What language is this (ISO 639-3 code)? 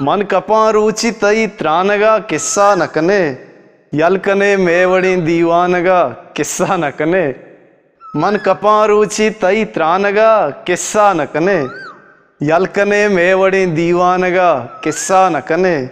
bgp